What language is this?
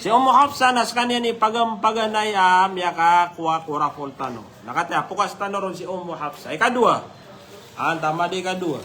Maranao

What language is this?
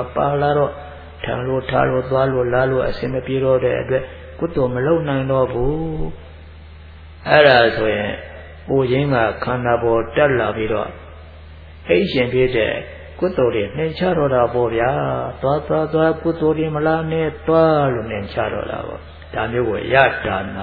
Burmese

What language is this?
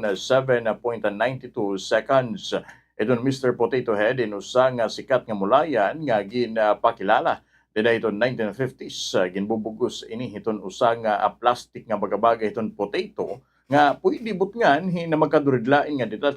Waray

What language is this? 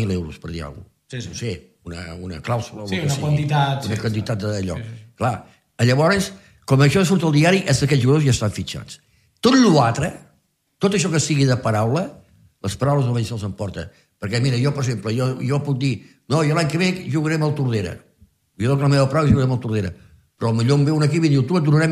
Catalan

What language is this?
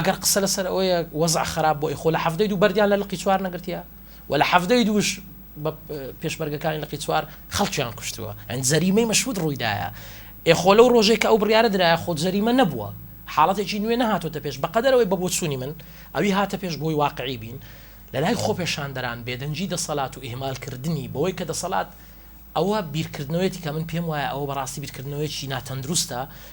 Central Kurdish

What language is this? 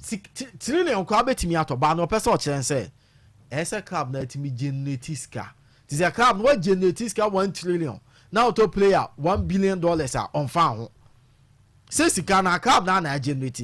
Akan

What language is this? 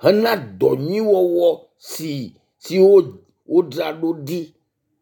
Ewe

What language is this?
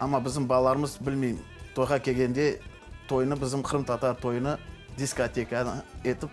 Crimean Tatar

